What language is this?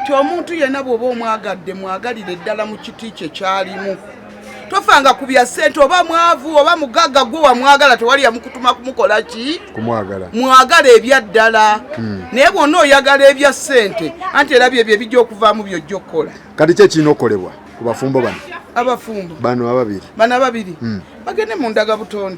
Ganda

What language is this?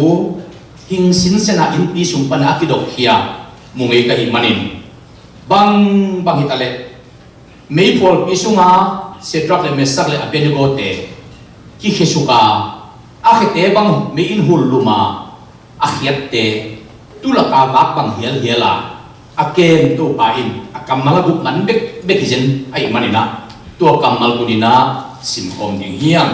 Tedim Chin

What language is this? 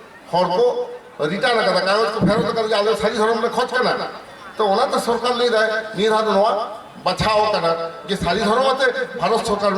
Santali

